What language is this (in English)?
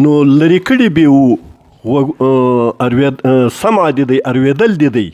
Pashto